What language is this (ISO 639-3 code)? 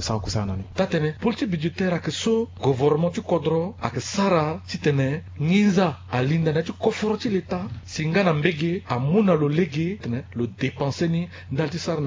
sag